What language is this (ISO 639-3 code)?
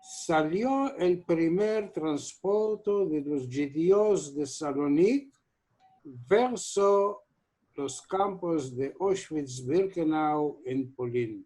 lad